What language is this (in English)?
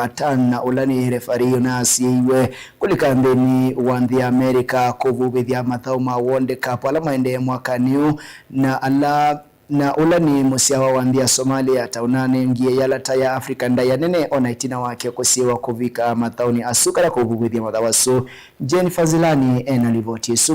Kamba